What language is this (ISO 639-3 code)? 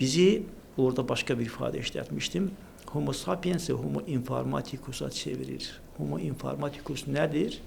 aze